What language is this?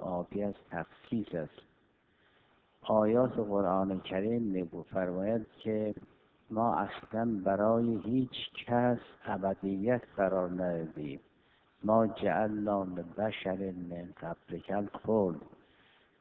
Persian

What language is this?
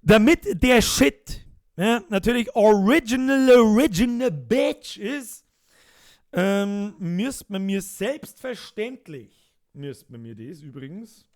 Bavarian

